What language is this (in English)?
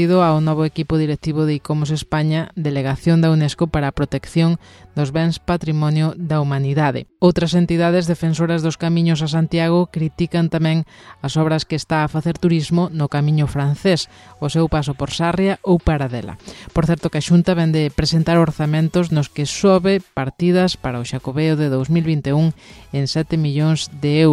Galician